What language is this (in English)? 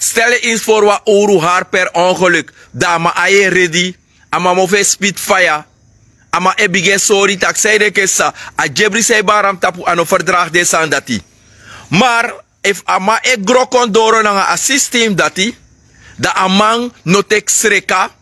Sranan Tongo